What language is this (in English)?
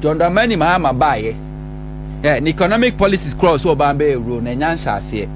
Akan